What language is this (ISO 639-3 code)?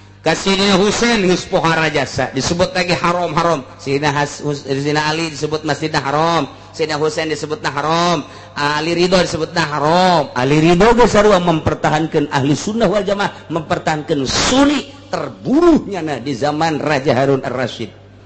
sun